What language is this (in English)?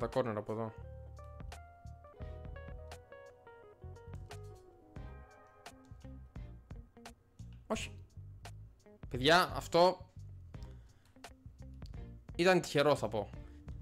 Greek